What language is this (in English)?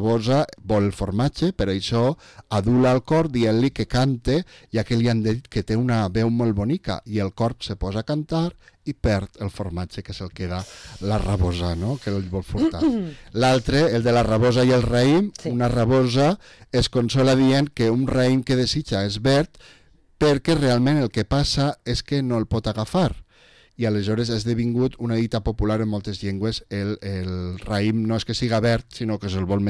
Catalan